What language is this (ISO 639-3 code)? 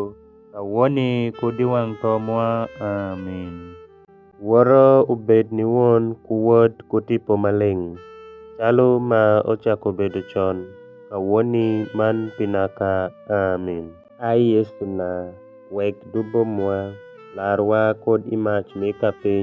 alz